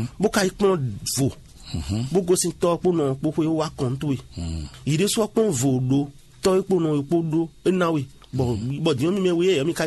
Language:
Fon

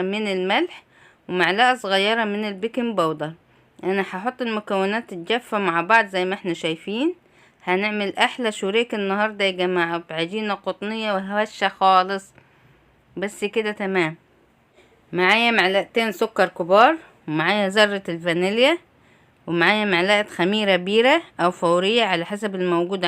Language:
Egyptian Arabic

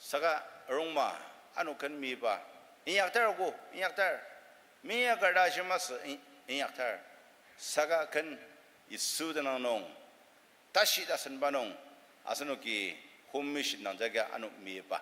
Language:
Ao Naga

